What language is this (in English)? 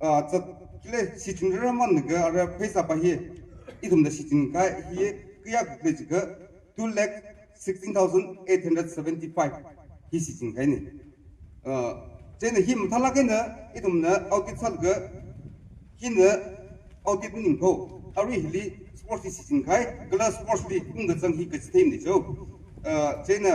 Tangkhul Naga (India)